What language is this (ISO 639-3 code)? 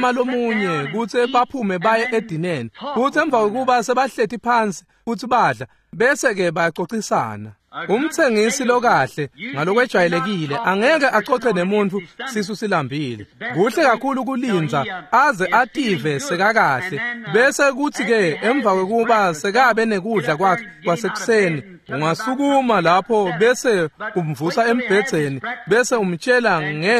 ssw